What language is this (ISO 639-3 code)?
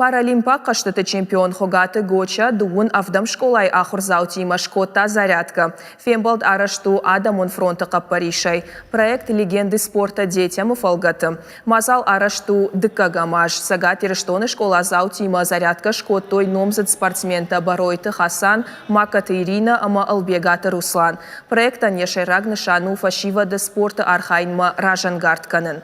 oss